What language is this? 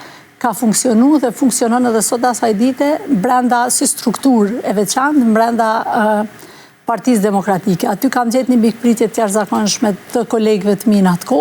Albanian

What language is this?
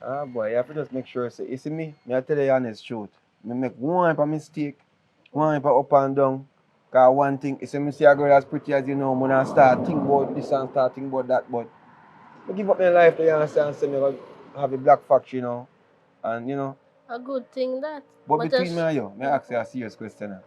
Jamaican Creole English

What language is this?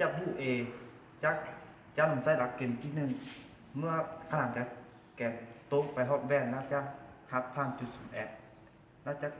Lao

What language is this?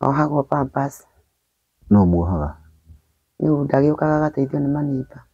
Kikuyu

